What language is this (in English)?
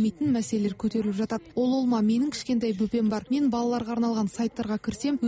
Kazakh